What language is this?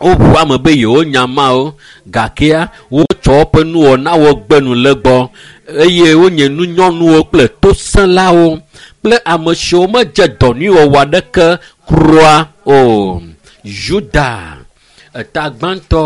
Ewe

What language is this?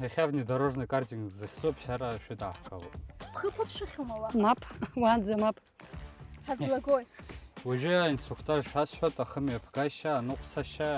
Abkhazian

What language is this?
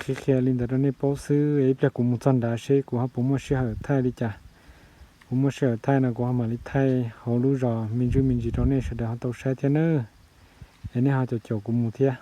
Hmong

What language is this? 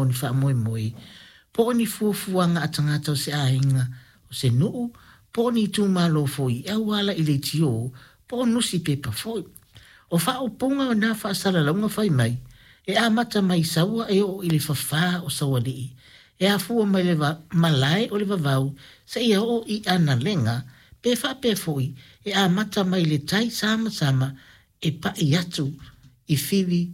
Samoan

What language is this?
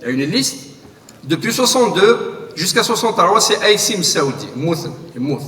Kabyle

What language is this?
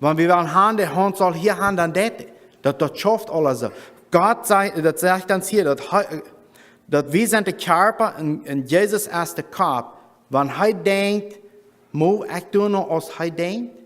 Plautdietsch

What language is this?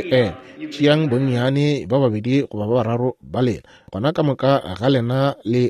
Northern Sotho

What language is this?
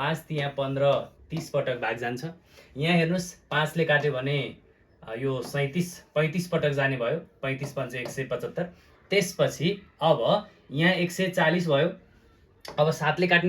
Nepali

